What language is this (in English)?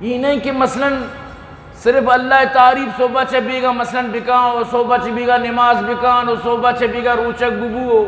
Eastern Balochi